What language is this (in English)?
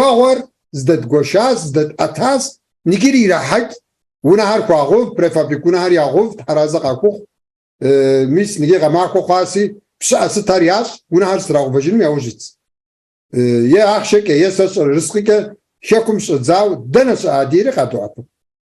Kabardian